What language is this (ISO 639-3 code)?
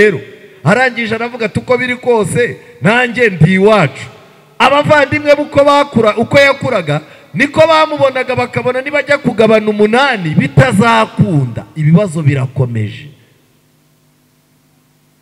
kin